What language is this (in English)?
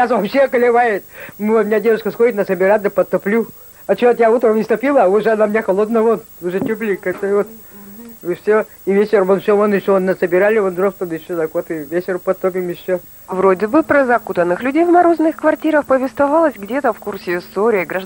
Russian